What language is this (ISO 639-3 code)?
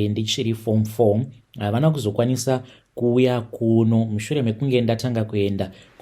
sna